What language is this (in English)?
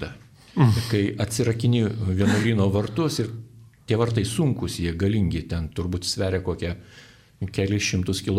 Lithuanian